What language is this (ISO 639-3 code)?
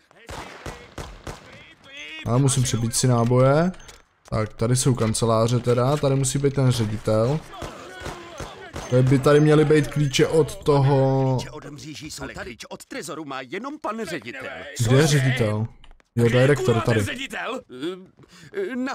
ces